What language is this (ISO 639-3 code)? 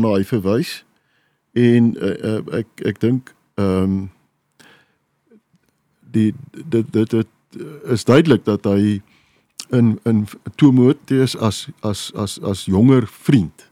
afr